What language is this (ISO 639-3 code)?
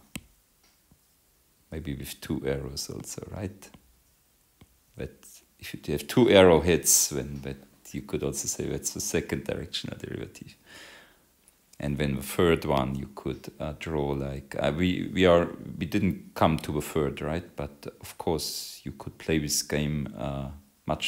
eng